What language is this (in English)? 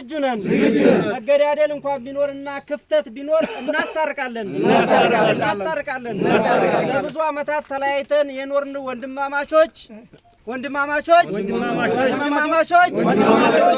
Amharic